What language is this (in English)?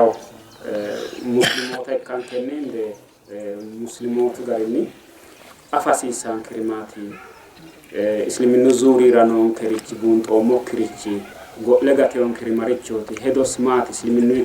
Sidamo